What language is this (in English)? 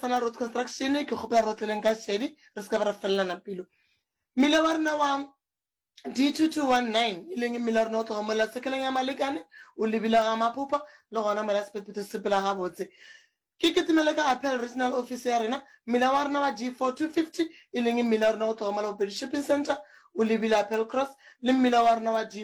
Northern Sotho